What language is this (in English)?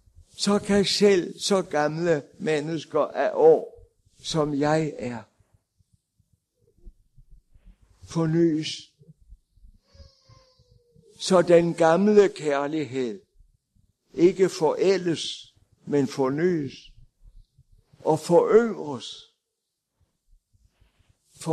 Danish